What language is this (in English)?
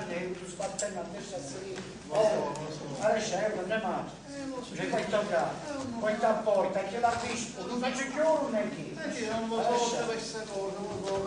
Sicilian